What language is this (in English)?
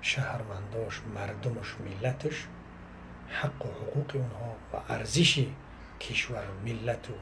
Tajik